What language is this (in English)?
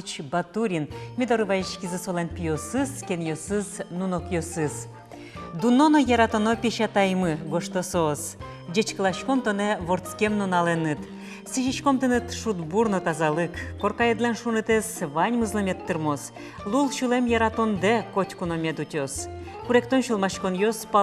Udmurt